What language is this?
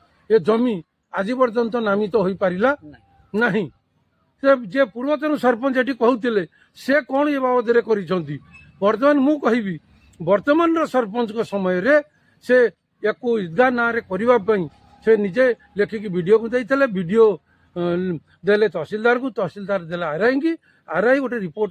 Odia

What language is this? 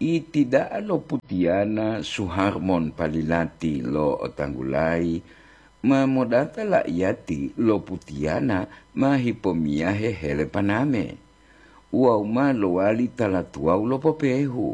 Gorontalo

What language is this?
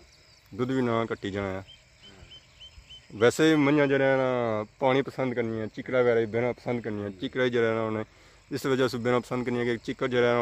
Pahari-Potwari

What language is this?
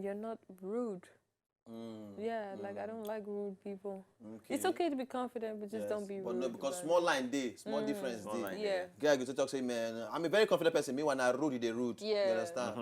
Nigerian Pidgin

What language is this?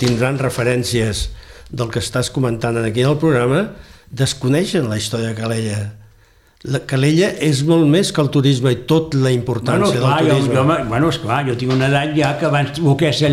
Catalan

